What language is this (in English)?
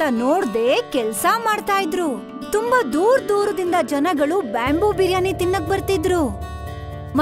Kannada